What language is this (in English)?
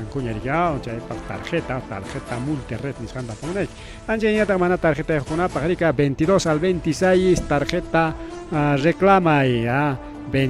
Ayacucho Quechua